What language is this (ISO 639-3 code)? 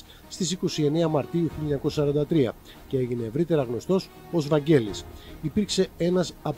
ell